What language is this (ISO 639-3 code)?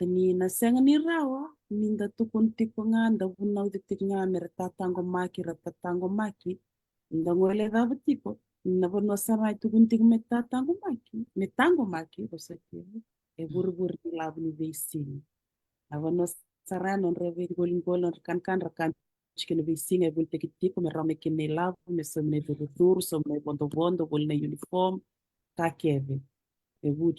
fij